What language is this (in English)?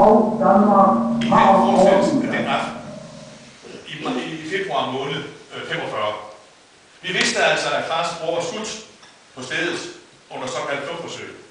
Danish